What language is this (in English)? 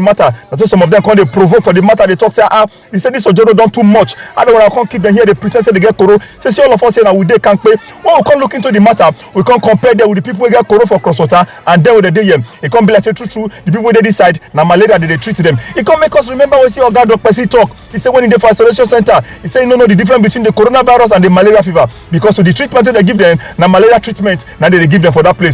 Nigerian Pidgin